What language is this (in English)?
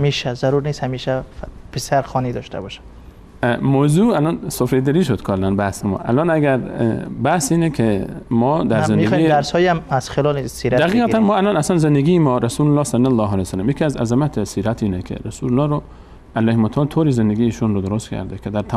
Persian